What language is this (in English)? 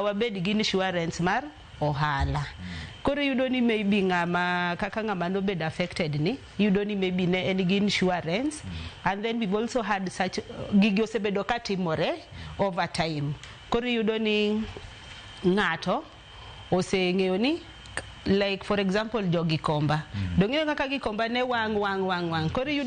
Luo (Kenya and Tanzania)